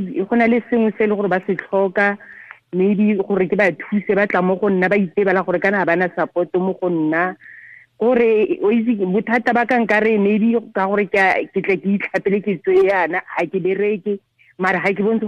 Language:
Tswana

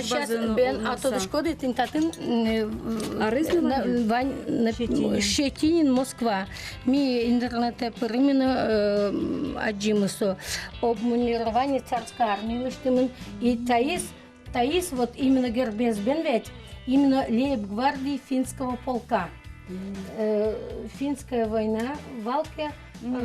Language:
Udmurt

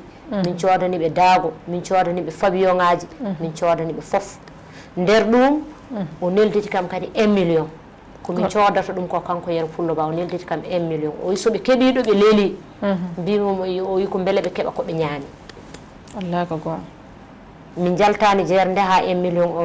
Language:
Fula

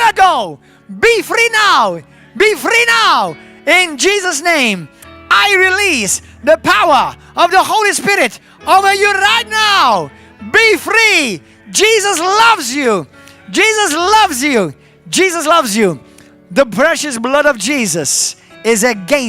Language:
English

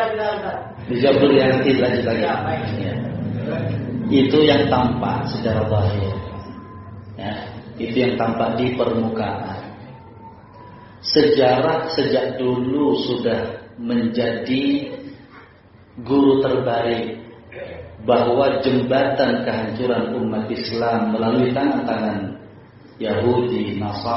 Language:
Indonesian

